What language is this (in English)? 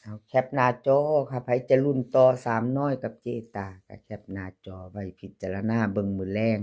Northeastern Thai